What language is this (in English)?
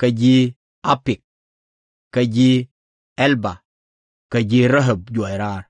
Nuer